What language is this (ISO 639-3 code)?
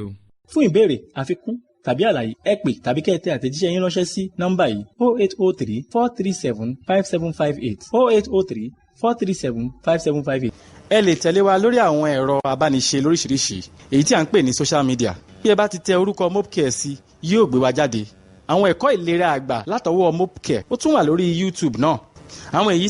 yor